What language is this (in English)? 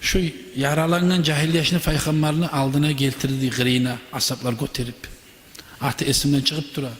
Kumyk